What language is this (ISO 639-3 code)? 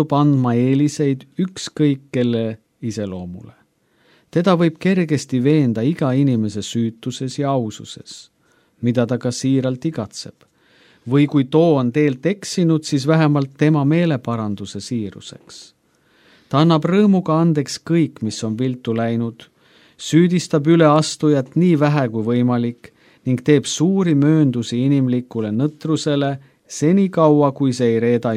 est